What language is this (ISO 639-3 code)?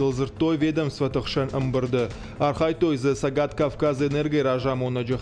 oss